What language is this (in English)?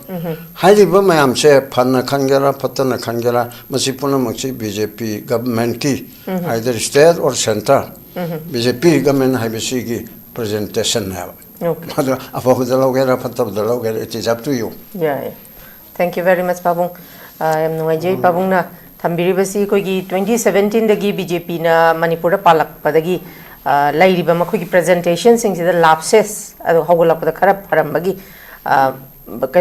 Manipuri